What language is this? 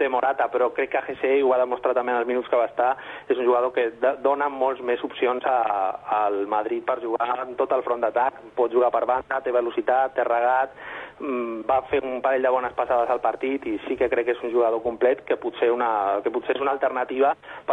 Catalan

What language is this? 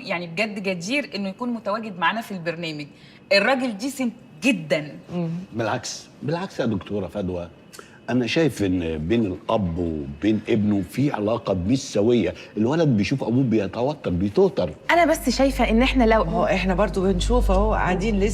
Egyptian Arabic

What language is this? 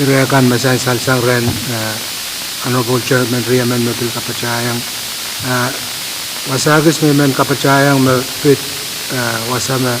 Pohnpeian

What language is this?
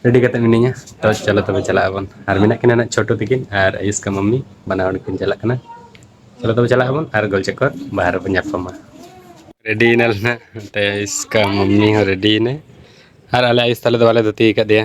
Santali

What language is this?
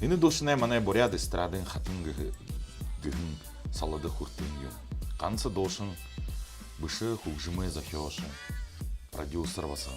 Buriat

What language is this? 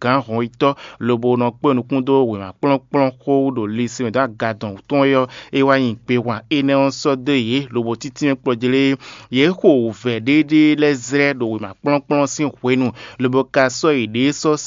Fon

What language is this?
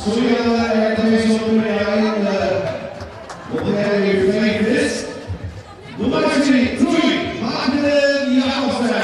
Faroese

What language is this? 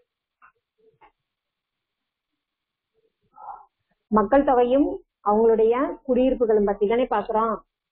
Tamil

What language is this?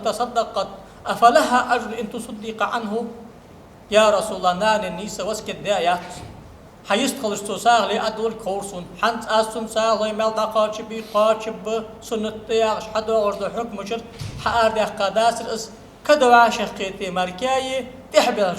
Ingush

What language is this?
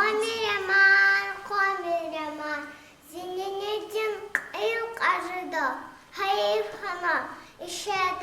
Lezghian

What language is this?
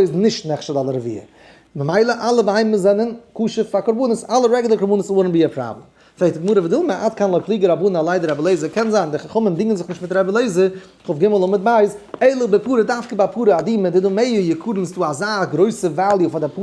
Yiddish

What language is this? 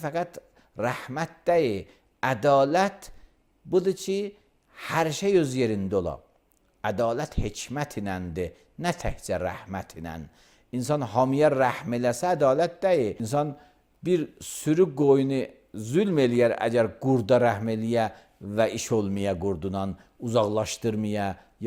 Azerbaijani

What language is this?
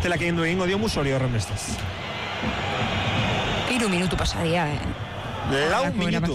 Basque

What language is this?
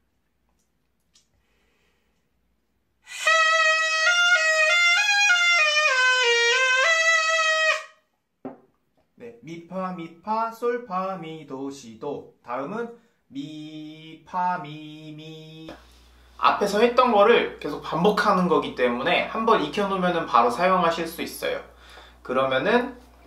Korean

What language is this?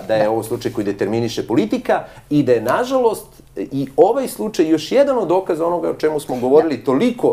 Serbian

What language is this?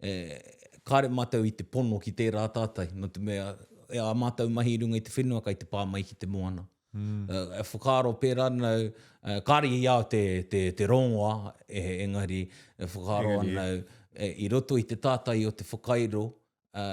Māori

